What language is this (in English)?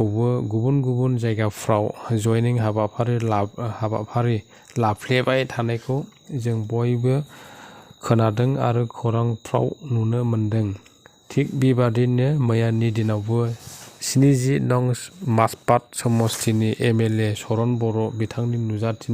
Bodo